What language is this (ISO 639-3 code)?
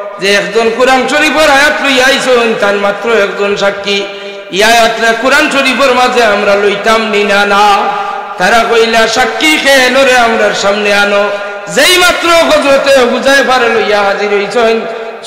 syl